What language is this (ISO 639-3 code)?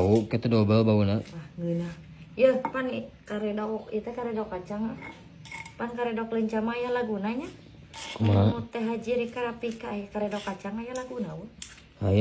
sun